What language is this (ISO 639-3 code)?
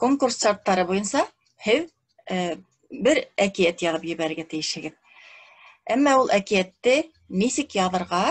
bak